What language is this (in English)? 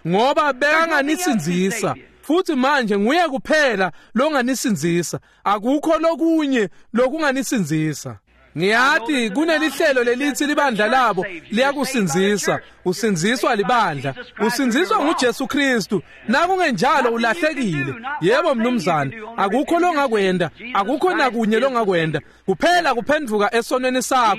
Swati